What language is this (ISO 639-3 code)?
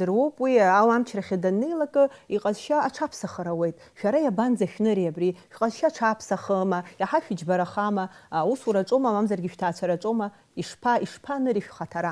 abk